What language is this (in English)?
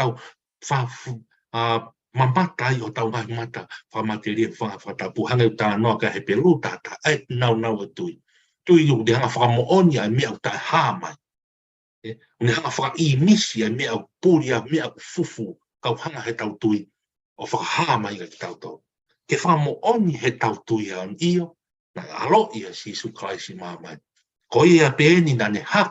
Tongan